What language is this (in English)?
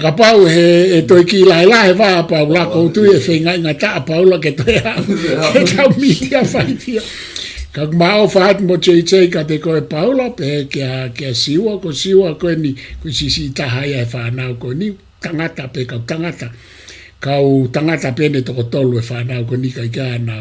Tongan